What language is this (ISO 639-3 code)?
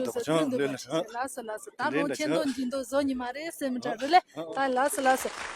bod